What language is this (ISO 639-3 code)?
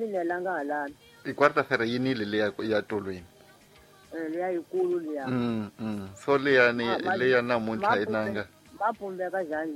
tso